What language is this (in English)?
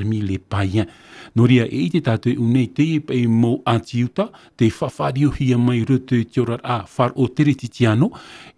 Tahitian